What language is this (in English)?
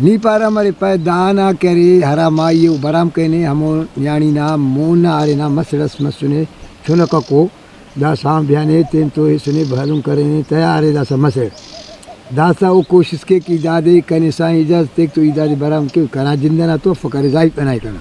Brahui